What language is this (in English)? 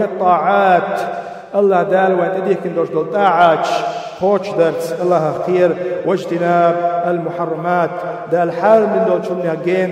Chechen